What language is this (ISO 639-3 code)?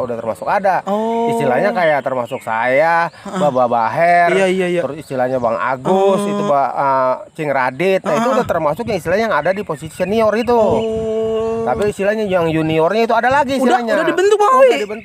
bew